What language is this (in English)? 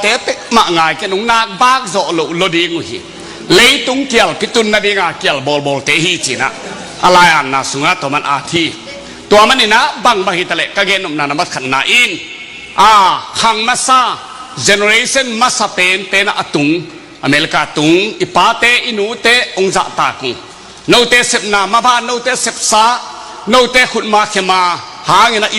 Tedim Chin